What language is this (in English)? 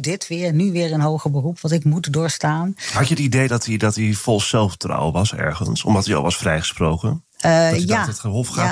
Dutch